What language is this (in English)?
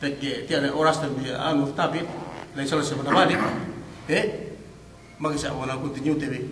Yakan